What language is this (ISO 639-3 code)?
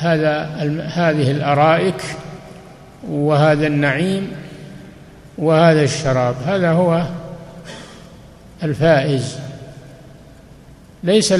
ara